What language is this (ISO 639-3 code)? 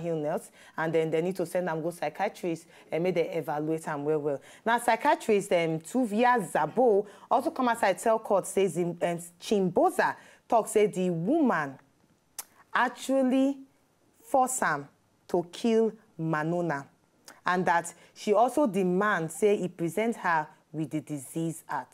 pcm